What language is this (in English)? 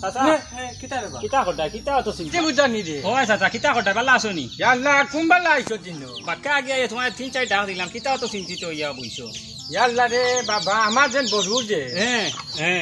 Sylheti